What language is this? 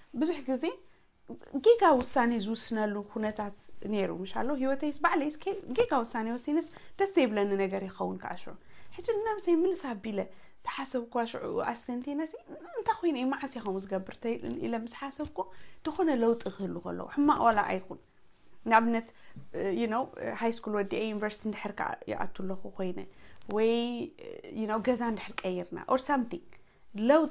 Tigrinya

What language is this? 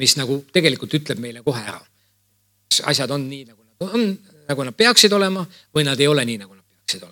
Estonian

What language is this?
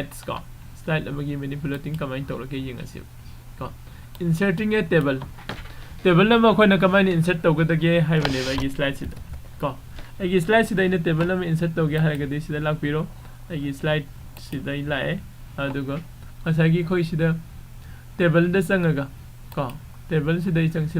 Manipuri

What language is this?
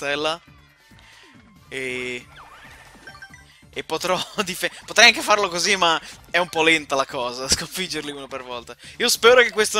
Italian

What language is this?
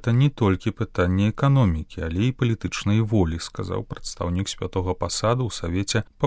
Belarusian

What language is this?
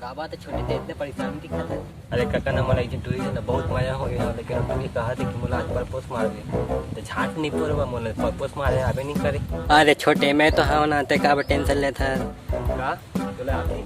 Chhattisgarhi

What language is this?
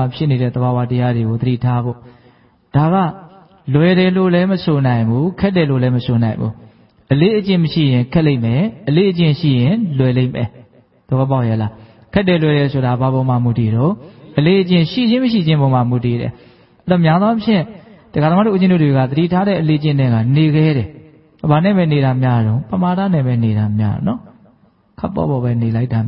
Burmese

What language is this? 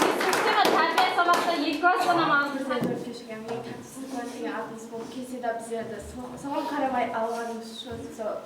Kara-Kalpak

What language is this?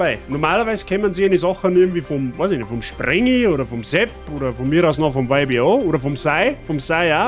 Bavarian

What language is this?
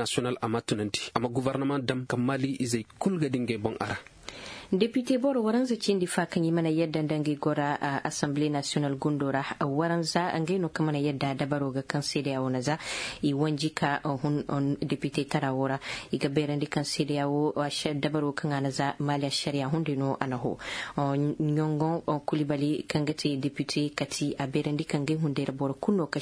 Zarma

